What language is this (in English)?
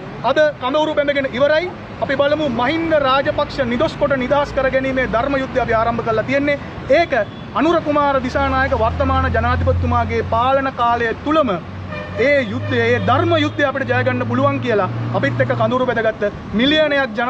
Sinhala